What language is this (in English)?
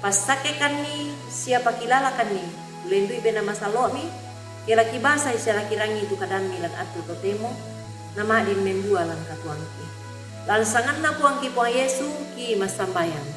Toraja-Sa'dan